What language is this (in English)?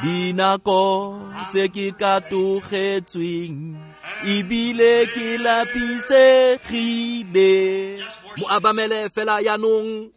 Tswana